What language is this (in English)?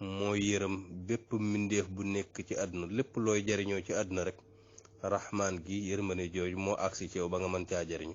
Wolof